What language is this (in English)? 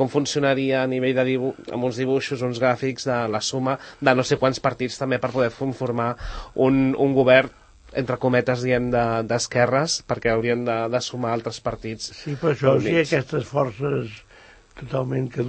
Catalan